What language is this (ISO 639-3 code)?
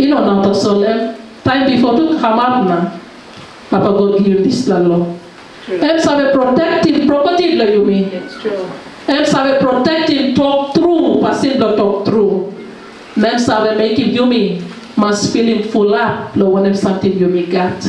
tpi